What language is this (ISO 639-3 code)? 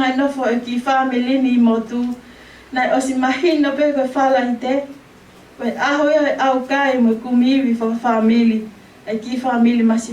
ton